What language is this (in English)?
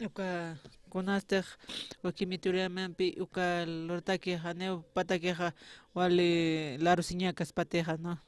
Aymara